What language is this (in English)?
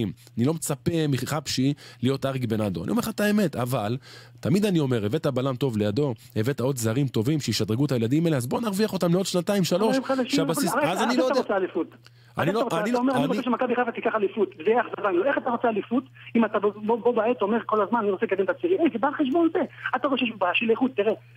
Hebrew